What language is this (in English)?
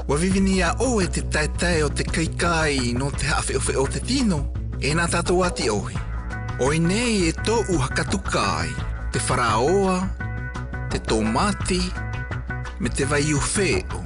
South Marquesan